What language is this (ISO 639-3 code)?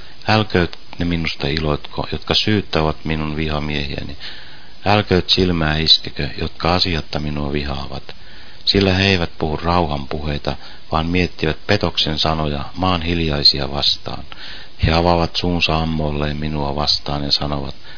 fin